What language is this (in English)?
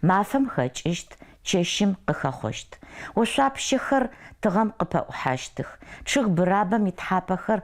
Adyghe